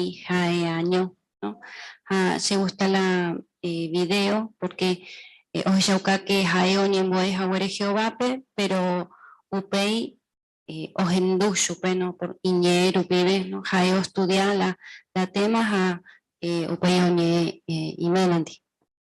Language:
Guarani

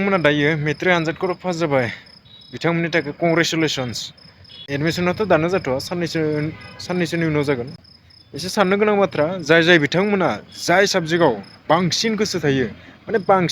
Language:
Bodo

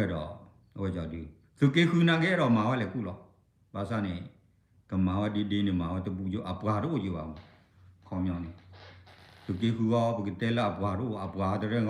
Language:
S'gaw Karen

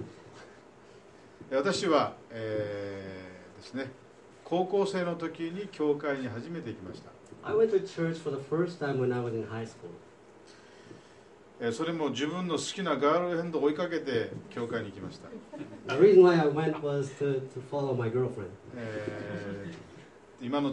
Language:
Japanese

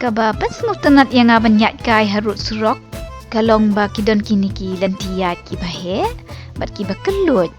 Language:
Khasi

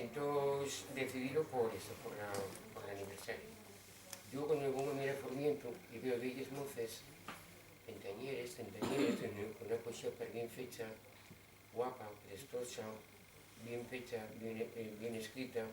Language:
Asturian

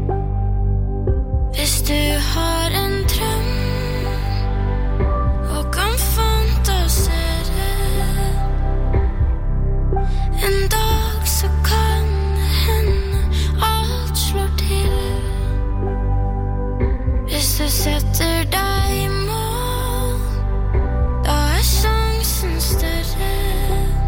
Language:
Norwegian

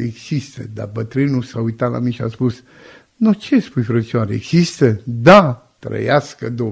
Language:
Romanian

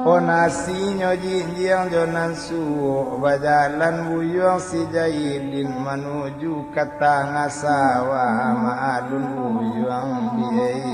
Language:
Minangkabau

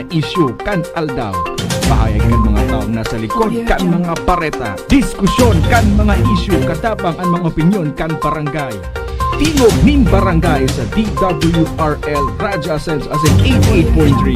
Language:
Bikol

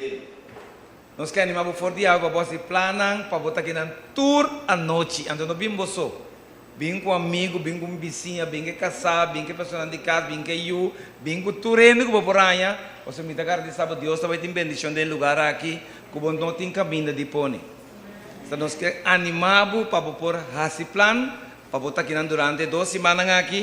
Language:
Papiamento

